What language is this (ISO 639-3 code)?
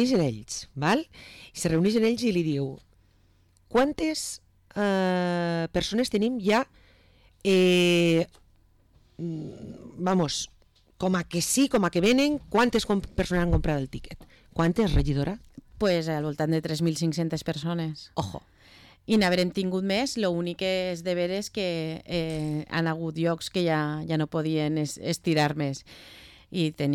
cat